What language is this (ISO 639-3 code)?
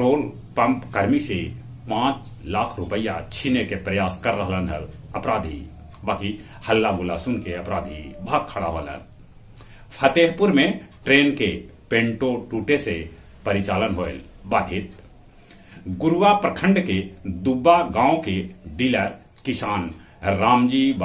mag